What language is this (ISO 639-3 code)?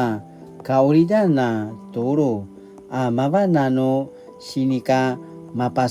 pwn